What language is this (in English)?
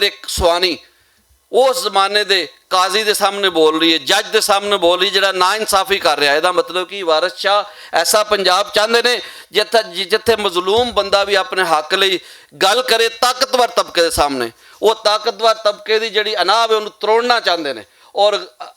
Western Panjabi